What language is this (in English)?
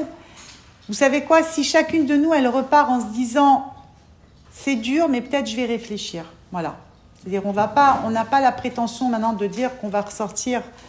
French